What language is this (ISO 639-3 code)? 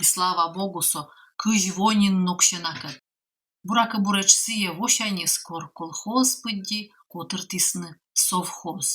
kom